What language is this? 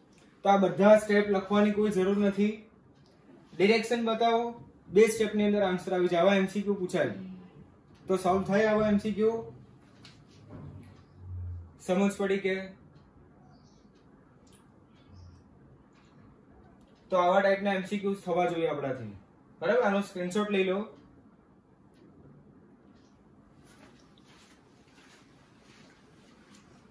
Gujarati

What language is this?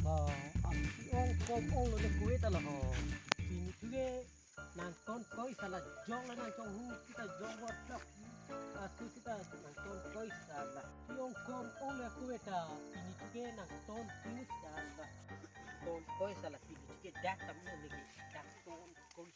Karbi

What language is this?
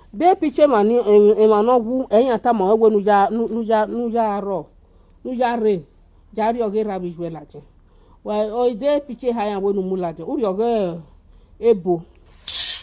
Nigerian Pidgin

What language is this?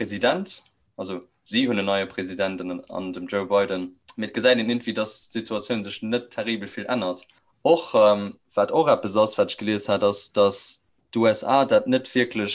Luxembourgish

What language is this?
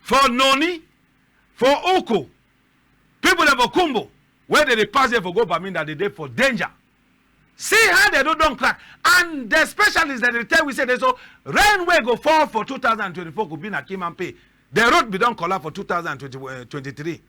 Cameroon Pidgin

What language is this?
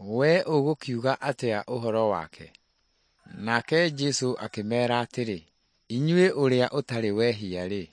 Kikuyu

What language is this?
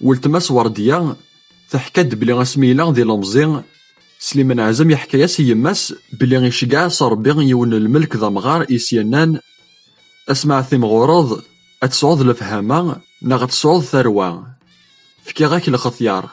Kabyle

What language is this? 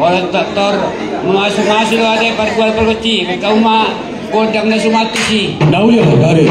Batak Toba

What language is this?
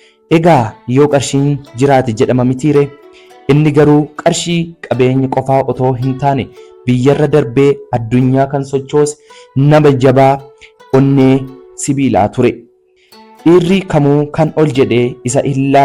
Oromo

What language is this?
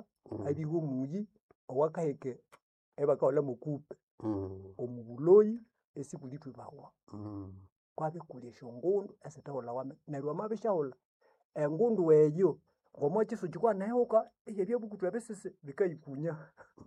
Nande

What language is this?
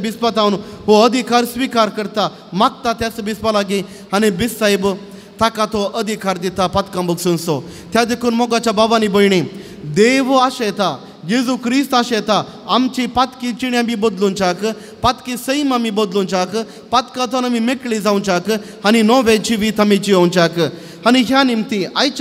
Konkani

